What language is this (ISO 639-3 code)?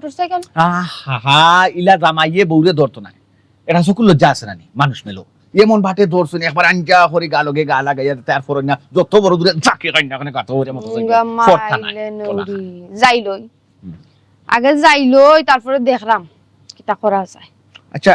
syl